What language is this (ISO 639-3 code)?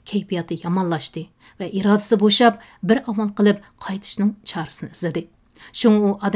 uig